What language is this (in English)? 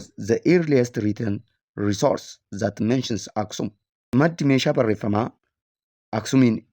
Oromo